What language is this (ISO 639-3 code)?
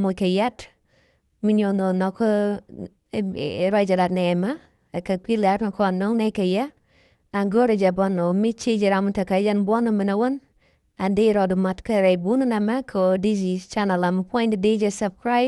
nus